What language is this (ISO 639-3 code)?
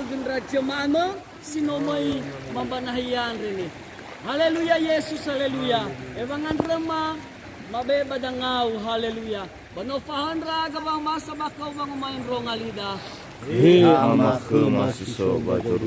nia